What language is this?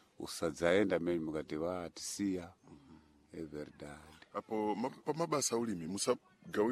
Sena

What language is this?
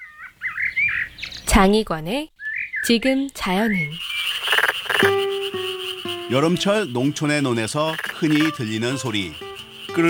Korean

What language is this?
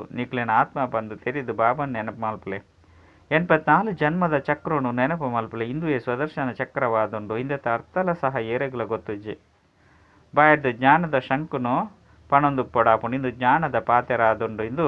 Tulu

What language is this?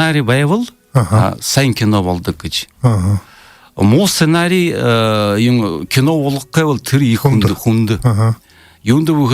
Buriat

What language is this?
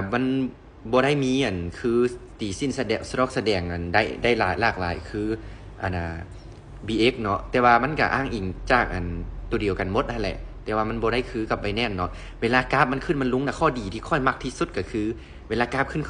Lao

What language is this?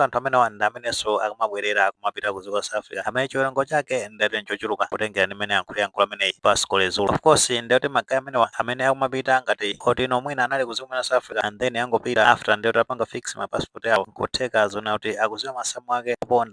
Nyanja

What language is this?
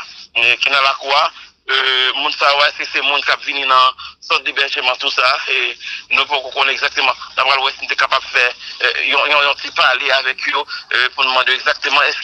Haitian Creole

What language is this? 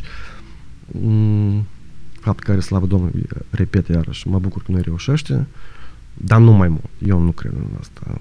Romanian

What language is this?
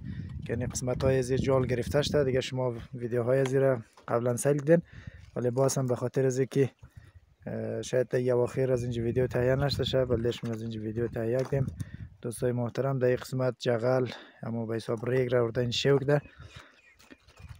Persian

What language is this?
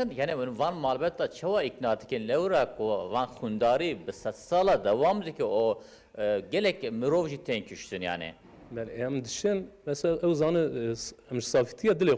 Kurdish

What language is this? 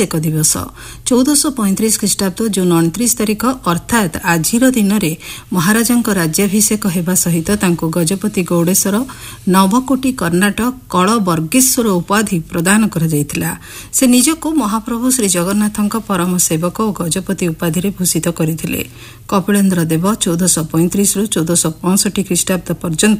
Odia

